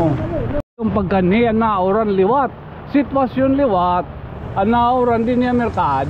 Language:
Waray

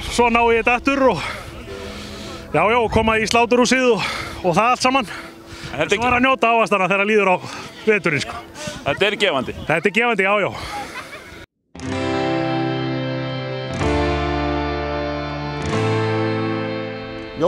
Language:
Icelandic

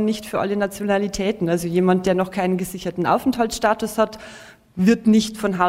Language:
German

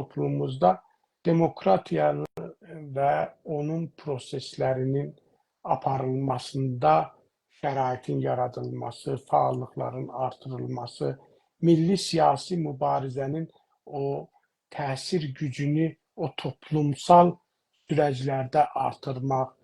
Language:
South Azerbaijani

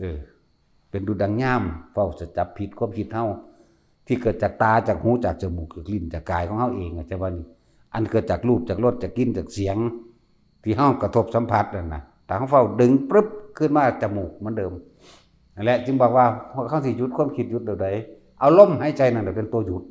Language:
Northeastern Thai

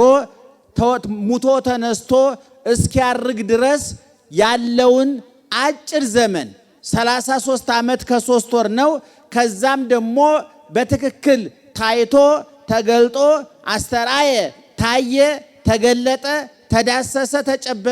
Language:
Amharic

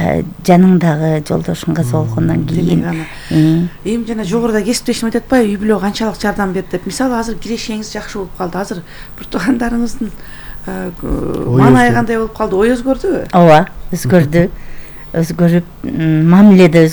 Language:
Kyrgyz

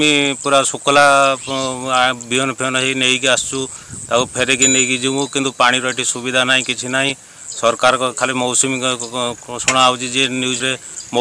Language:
Odia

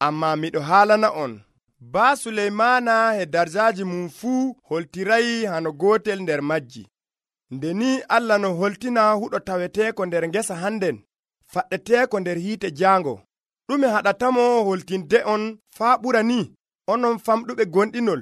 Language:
Nigerian Fulfulde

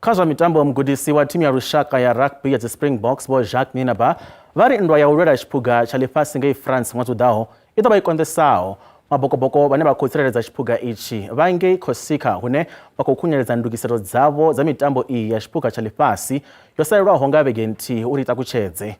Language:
Venda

